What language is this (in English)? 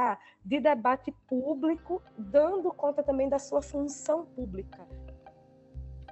Portuguese